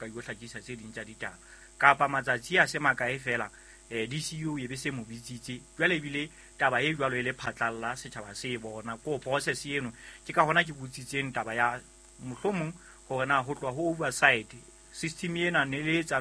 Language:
Southern Sotho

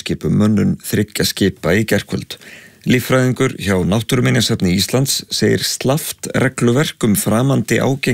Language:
Icelandic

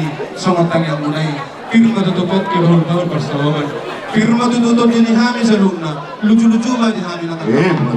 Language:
Batak Toba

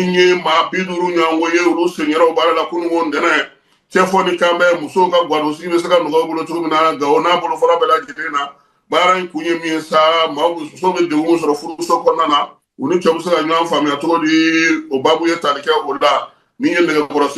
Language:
Bambara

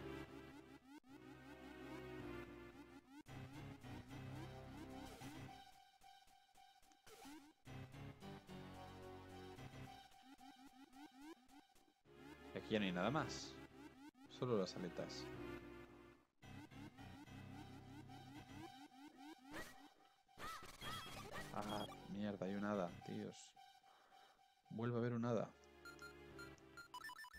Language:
Spanish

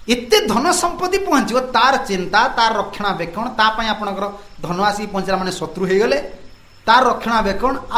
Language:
Odia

